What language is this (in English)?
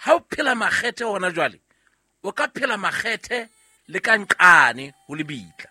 Southern Sotho